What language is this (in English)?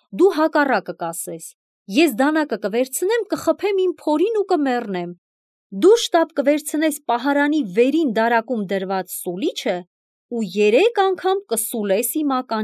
Armenian